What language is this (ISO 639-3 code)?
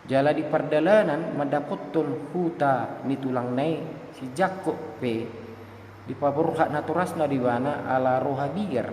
bbc